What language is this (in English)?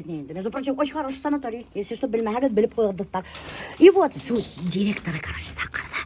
Bashkir